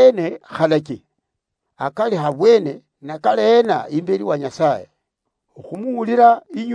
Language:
Luyia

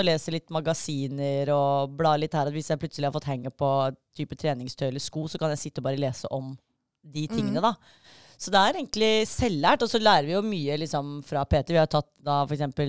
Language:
Norwegian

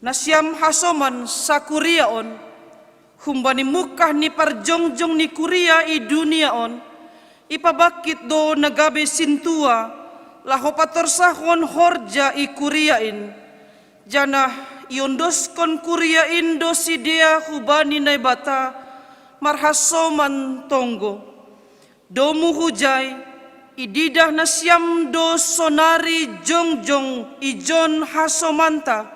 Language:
Batak Simalungun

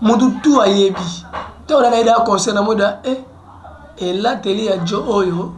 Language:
Lingala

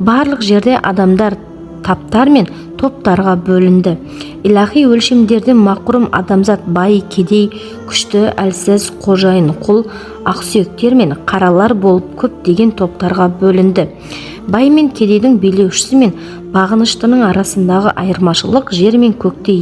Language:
Kazakh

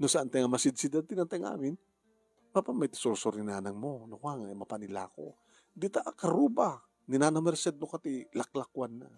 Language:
Iloko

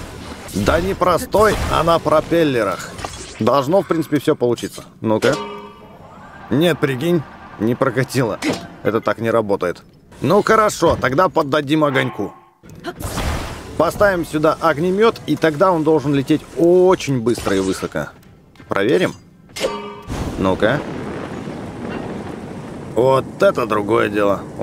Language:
Russian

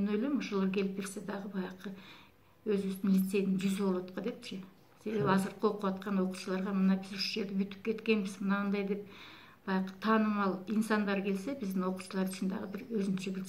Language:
Kyrgyz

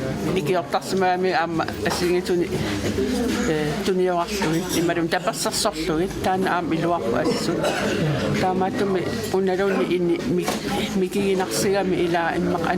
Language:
Kalaallisut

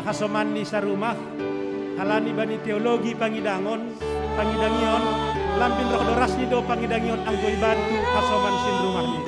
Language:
Batak Simalungun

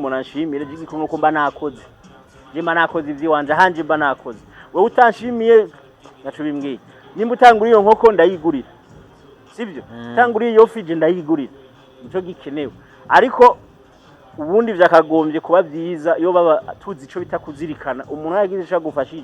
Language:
Rundi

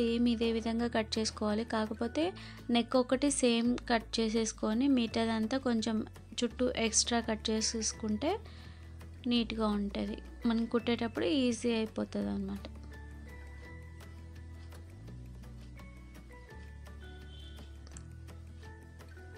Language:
Telugu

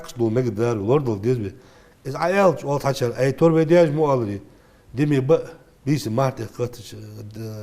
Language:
Ingush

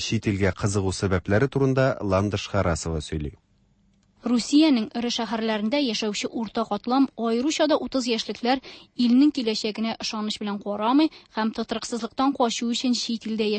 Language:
Tatar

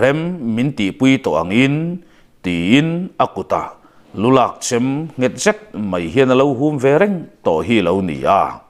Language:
Mizo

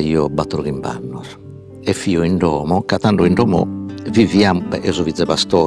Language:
Sardinian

